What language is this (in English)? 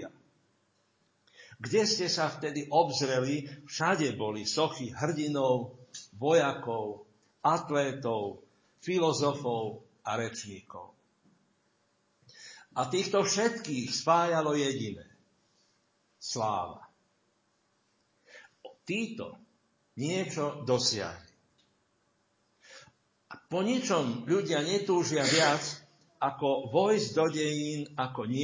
Slovak